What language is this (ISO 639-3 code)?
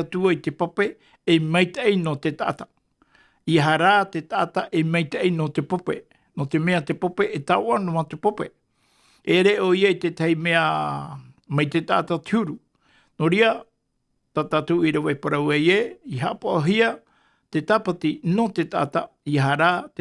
tah